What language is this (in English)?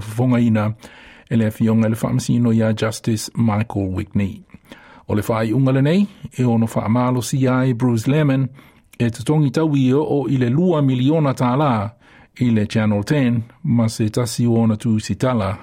Samoan